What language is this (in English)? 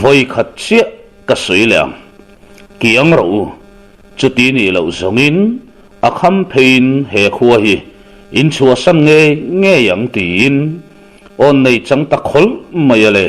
Mizo